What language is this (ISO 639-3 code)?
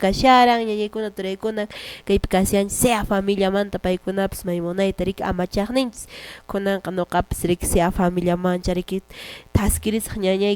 que